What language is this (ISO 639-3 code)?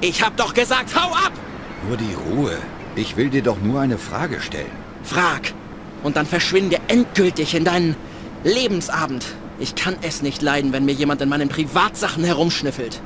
bar